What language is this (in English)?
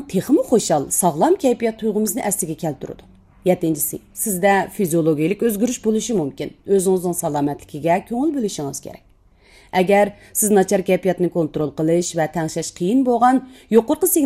Uyghur